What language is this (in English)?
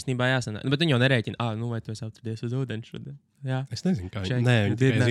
Latvian